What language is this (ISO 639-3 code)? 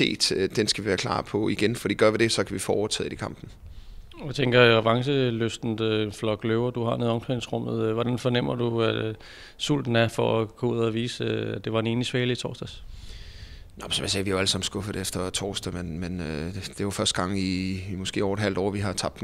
dan